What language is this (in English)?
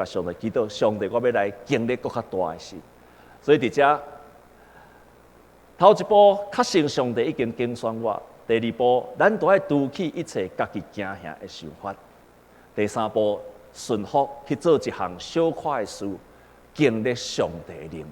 Min Nan Chinese